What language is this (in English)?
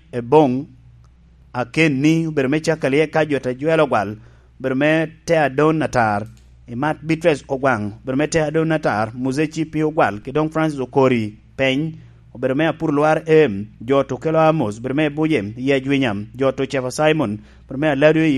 Lango (Uganda)